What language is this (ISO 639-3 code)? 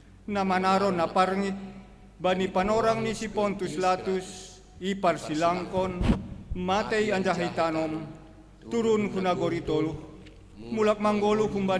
bts